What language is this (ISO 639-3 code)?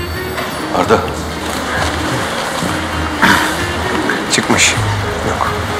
tur